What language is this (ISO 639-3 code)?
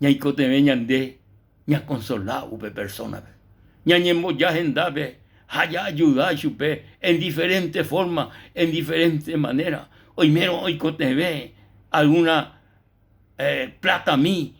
grn